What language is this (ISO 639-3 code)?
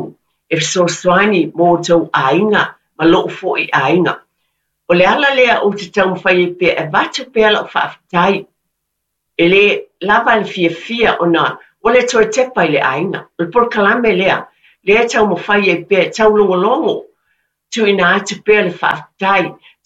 smo